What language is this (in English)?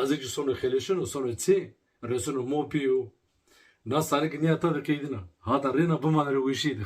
Zaza